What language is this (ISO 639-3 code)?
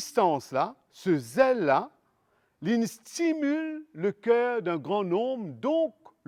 mfe